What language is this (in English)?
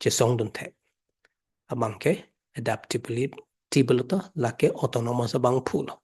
Karbi